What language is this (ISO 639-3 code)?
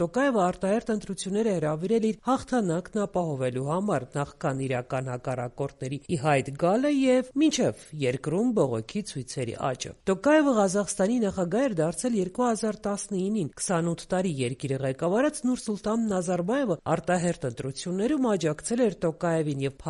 hye